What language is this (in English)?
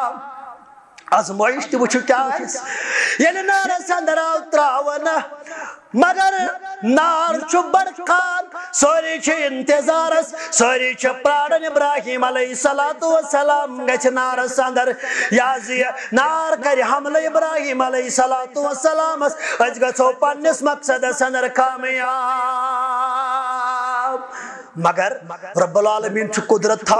Kashmiri